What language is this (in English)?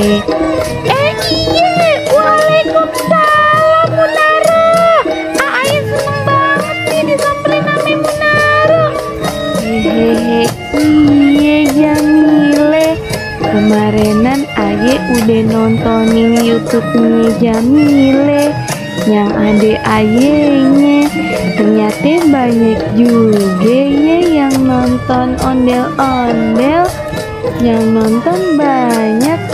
Betawi